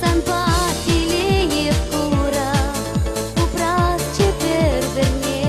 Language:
Chuvash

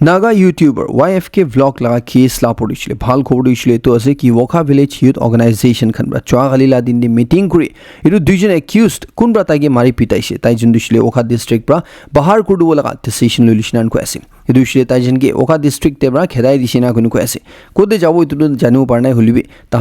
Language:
Naga Pidgin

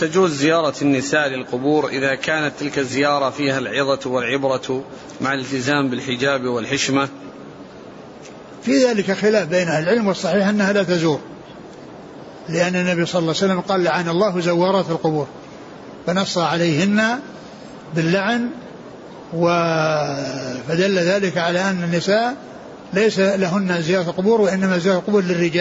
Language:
Arabic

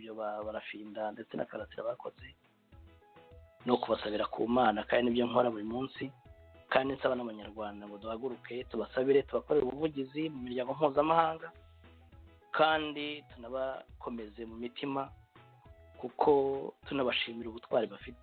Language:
Kinyarwanda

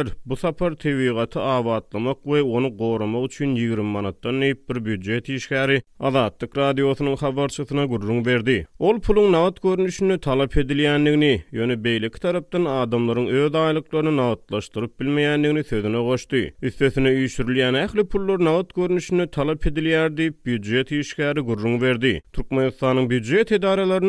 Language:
Turkmen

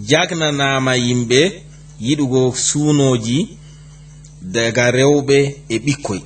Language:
Fula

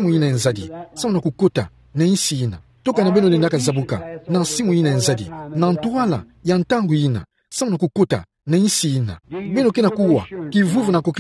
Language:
Kituba (Democratic Republic of Congo)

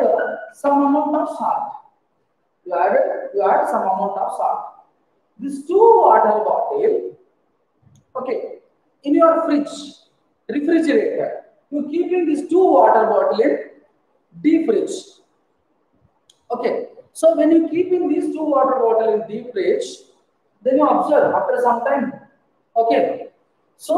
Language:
English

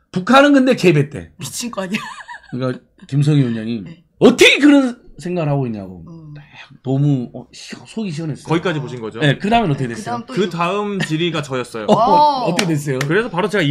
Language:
Korean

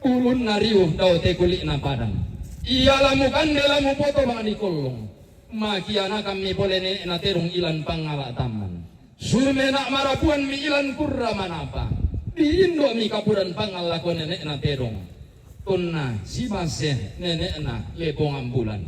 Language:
Toraja-Sa'dan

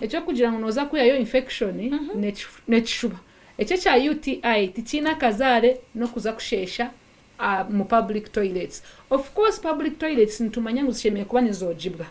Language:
Nyankole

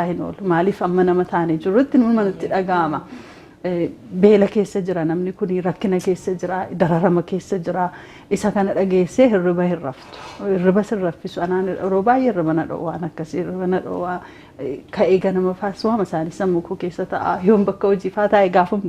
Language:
Oromo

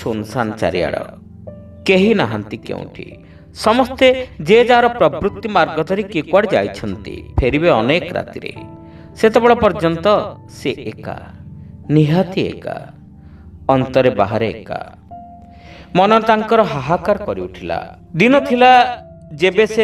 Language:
Odia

